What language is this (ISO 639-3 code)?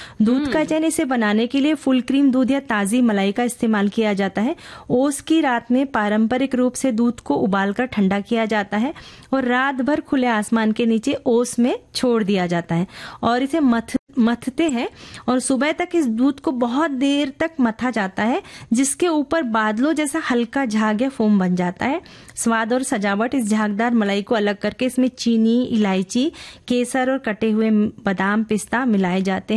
hin